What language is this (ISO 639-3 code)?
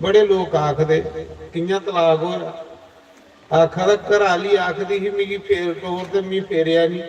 doi